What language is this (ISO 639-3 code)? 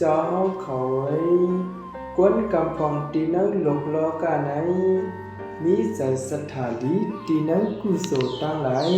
shn